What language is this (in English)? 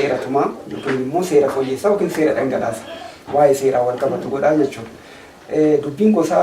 Oromo